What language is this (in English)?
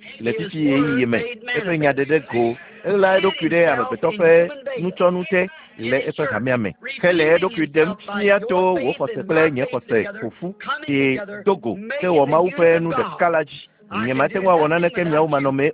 Ewe